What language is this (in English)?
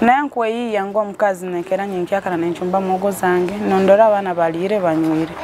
Nyoro